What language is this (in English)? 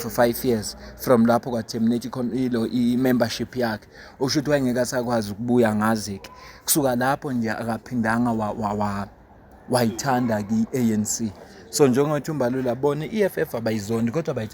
Zulu